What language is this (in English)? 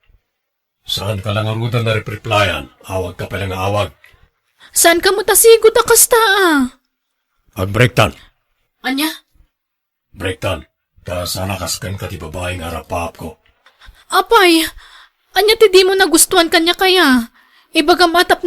Iloko